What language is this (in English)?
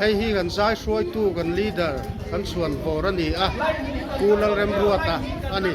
Mizo